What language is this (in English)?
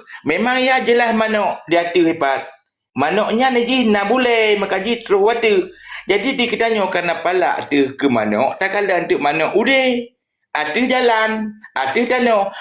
Achinese